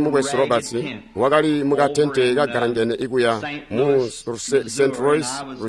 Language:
Tonga (Zambia)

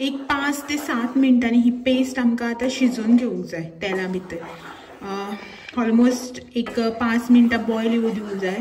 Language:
Konkani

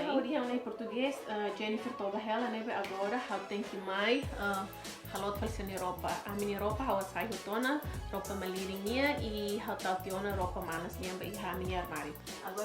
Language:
Tetum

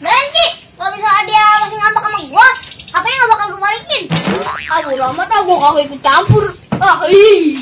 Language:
Betawi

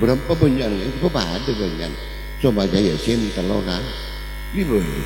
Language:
Madurese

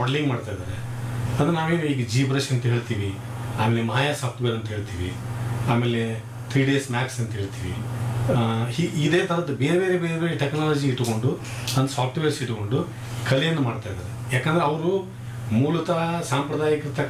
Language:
Kannada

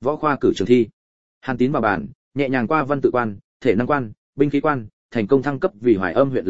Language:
Vietnamese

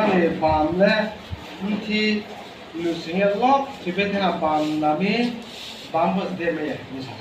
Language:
Riang (India)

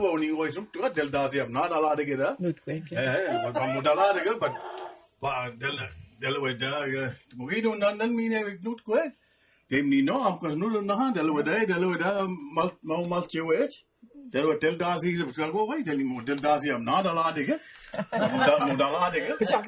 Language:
Mi'kmaw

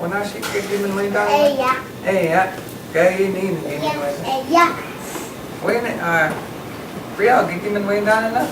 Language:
Chippewa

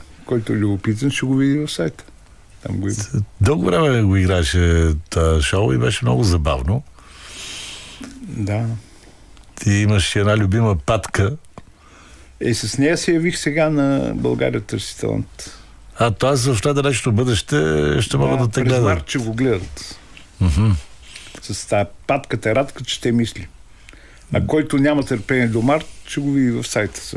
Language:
Bulgarian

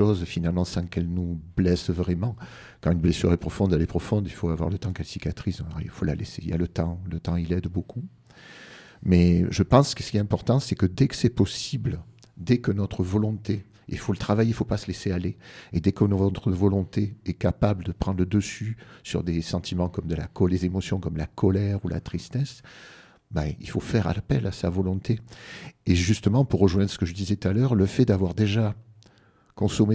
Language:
French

